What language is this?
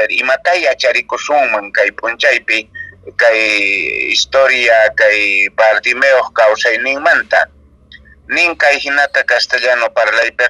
Quechua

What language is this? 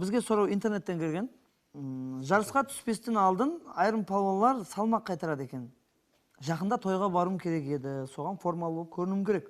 Kara-Kalpak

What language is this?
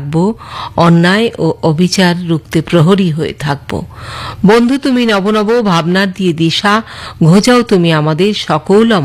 Bangla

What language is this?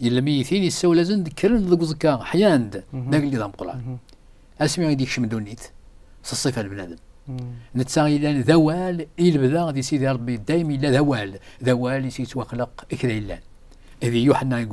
Kabyle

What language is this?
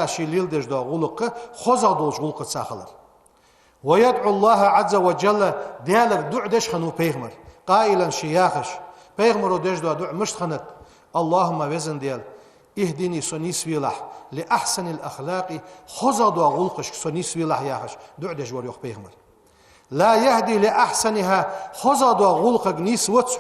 Ingush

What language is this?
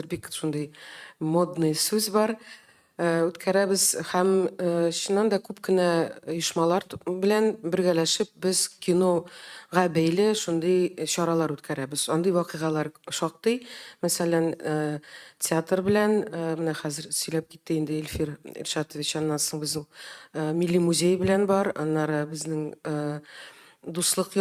Tatar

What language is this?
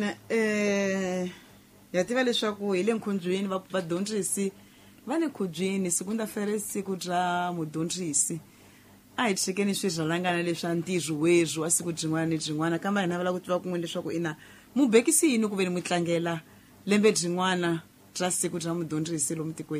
Tsonga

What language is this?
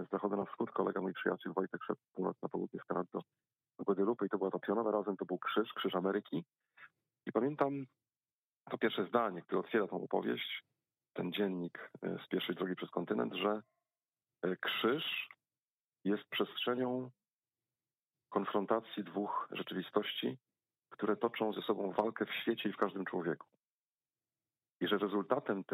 Polish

